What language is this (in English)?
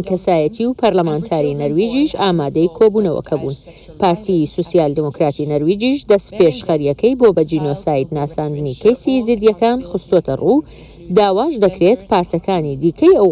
Central Kurdish